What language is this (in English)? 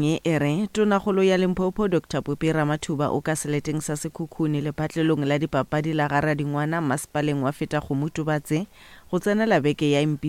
Northern Sotho